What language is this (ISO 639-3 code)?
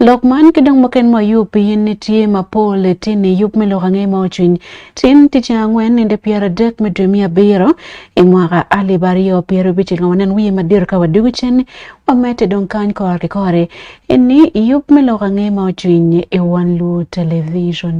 ach